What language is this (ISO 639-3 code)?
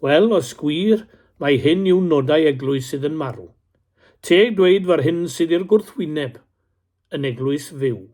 cym